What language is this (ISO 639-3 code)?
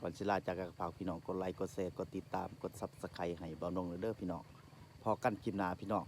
tts